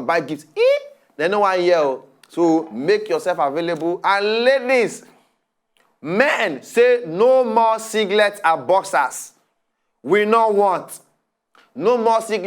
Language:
Nigerian Pidgin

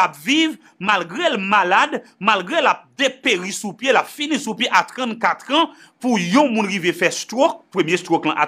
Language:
Haitian Creole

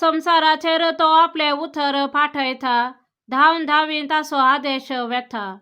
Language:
Konkani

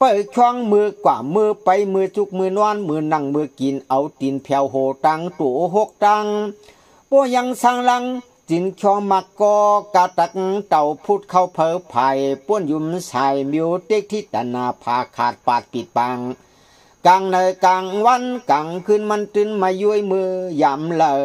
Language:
Shan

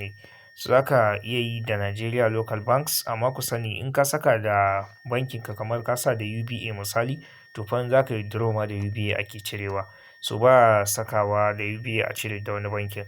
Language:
Hausa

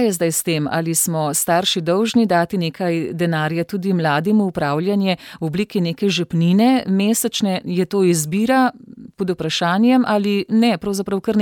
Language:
Slovenian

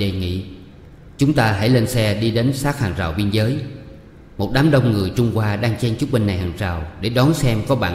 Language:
Vietnamese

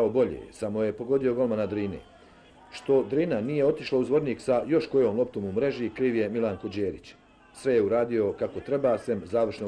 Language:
Bosnian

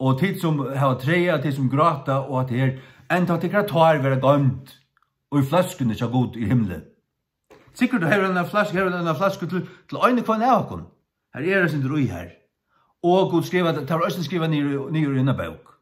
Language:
Faroese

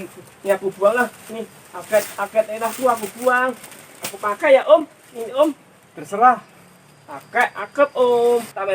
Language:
Betawi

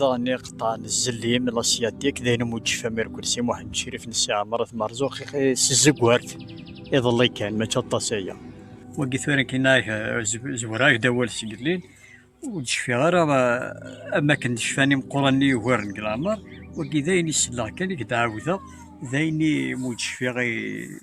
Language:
Kabyle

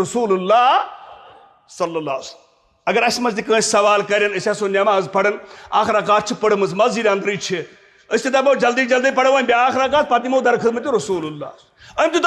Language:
Kashmiri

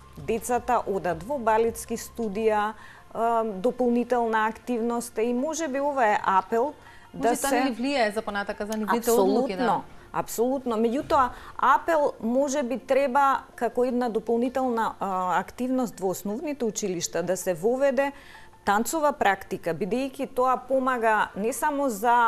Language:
Macedonian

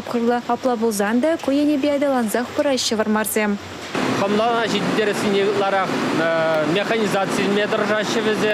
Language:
Chuvash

